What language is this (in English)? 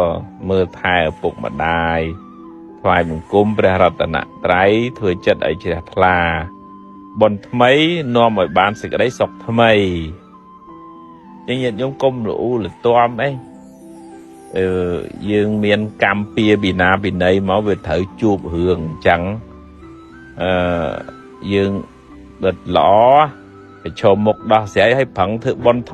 Khmer